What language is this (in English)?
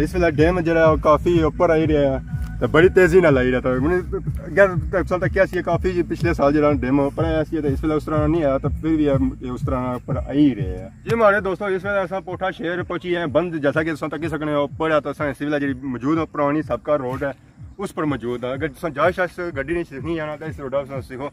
Pahari-Potwari